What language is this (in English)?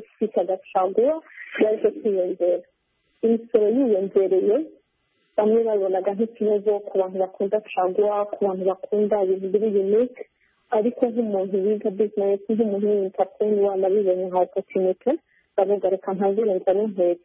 Kinyarwanda